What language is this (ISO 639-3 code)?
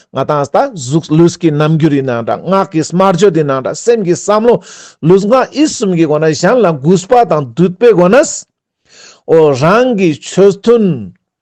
lbj